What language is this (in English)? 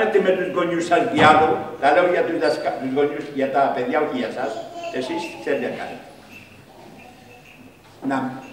Greek